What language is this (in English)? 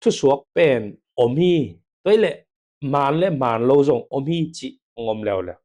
Tedim Chin